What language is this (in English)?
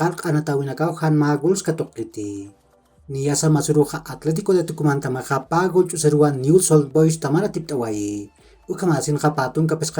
Aymara